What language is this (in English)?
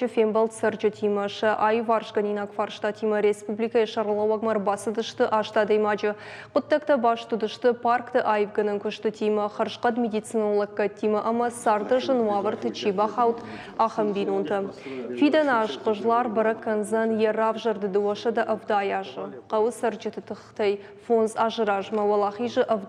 Ossetic